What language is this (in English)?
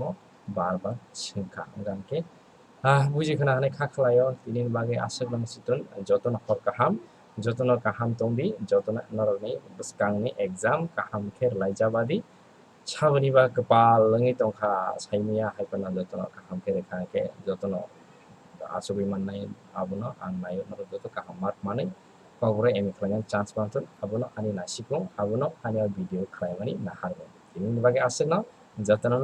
Kok Borok